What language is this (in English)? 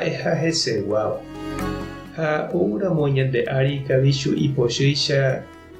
Guarani